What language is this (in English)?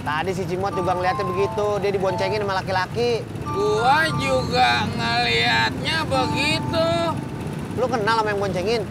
Betawi